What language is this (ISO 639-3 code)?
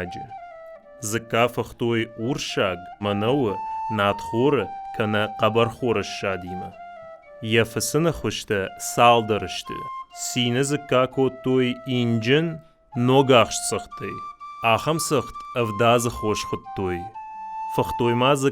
oss